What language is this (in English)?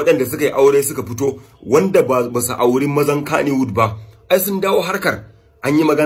Hausa